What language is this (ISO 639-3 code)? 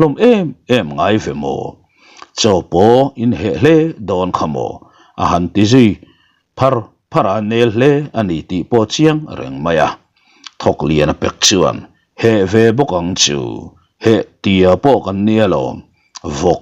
lus